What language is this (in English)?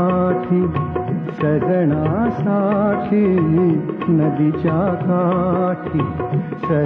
Marathi